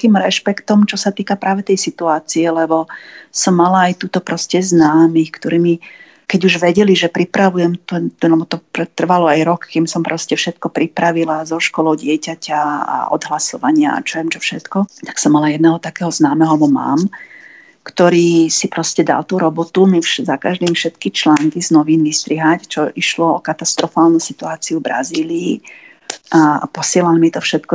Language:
Slovak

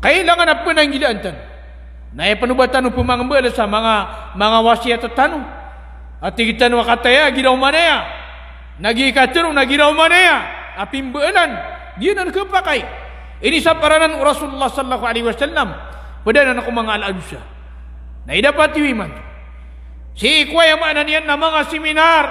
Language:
Maranao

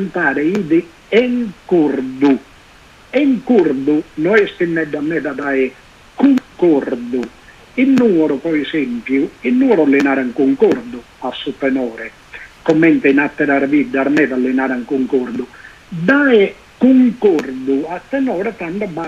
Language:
Sardinian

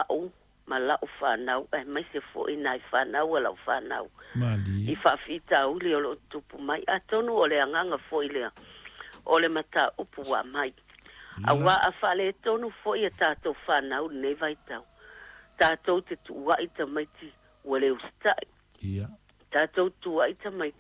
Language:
Samoan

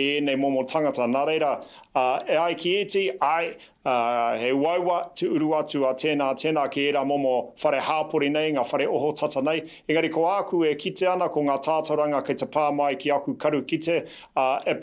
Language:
Māori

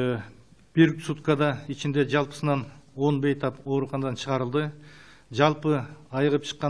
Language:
Kyrgyz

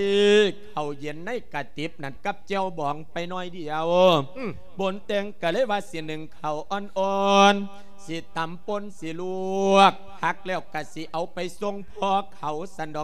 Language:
Lao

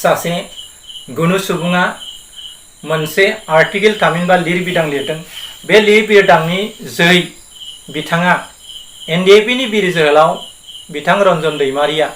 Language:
Bodo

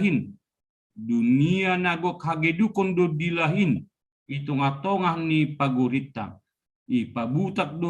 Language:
Batak Simalungun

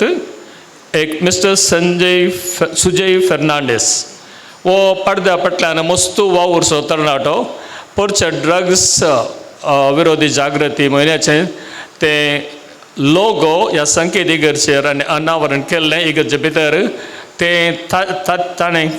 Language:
Konkani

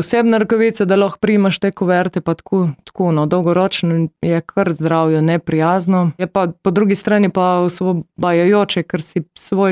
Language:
Slovenian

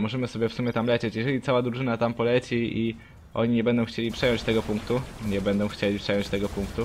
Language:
Polish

